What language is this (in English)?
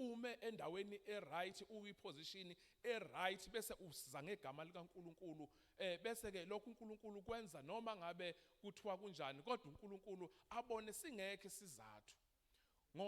Zulu